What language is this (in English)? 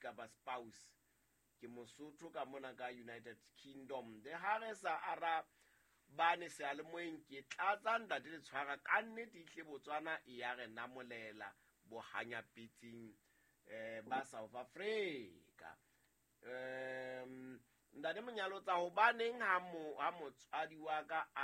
Southern Sotho